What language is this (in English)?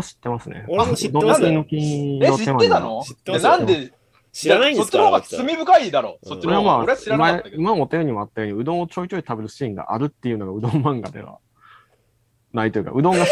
Japanese